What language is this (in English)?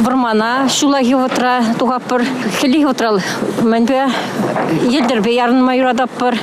Chuvash